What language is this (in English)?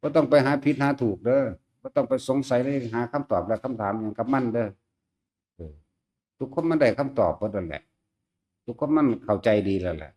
Northeastern Thai